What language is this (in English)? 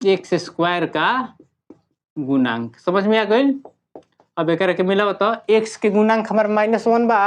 Bhojpuri